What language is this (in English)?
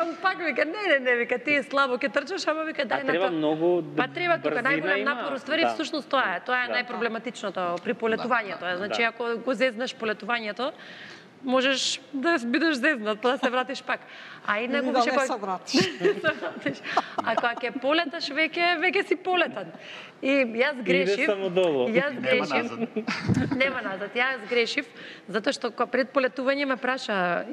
Macedonian